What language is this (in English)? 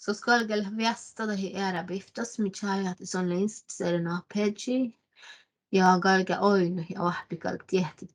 Northern Sami